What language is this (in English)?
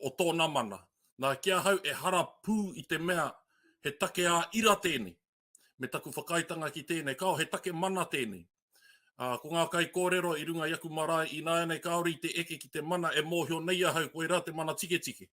Māori